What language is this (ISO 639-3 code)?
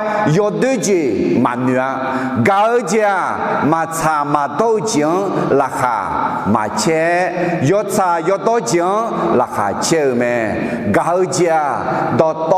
ahk